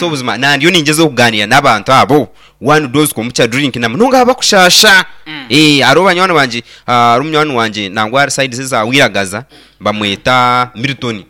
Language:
Nyankole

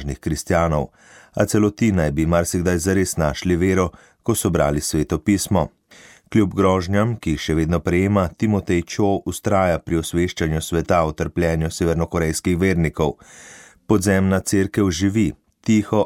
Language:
Slovenian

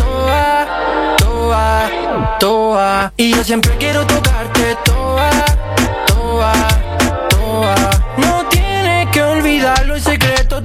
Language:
Spanish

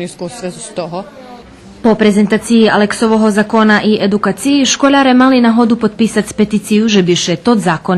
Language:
Rusyn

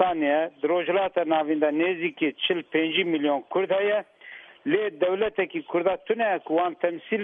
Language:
Kurdish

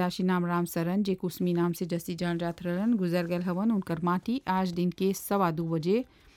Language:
Bhojpuri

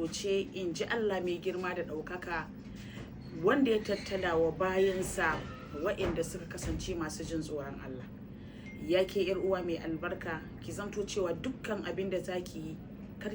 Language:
Hausa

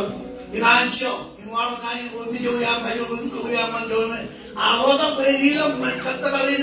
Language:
Marshallese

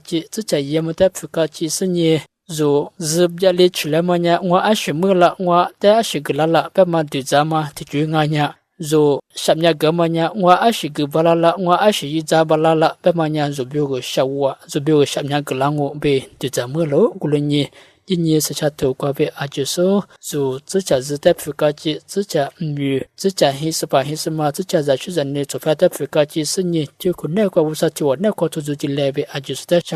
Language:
Lisu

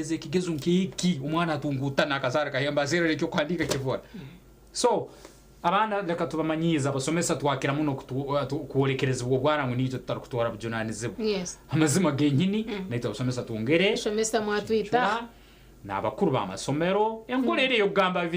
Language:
Nyankole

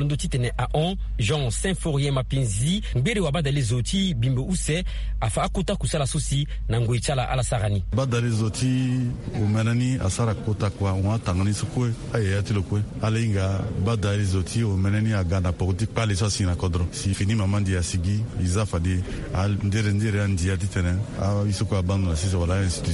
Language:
Sango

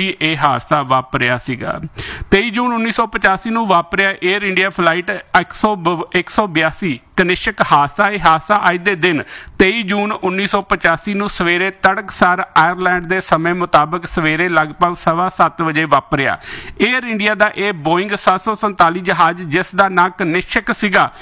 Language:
Punjabi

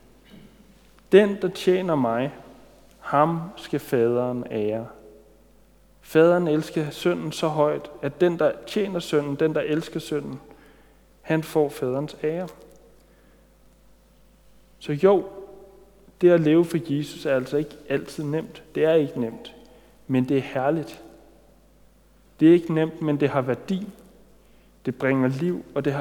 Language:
Danish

